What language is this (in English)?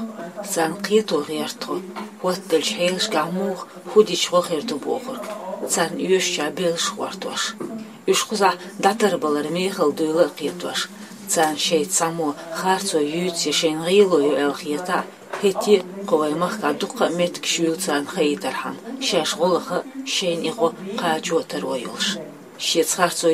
Chechen